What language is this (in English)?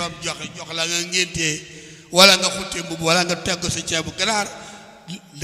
Wolof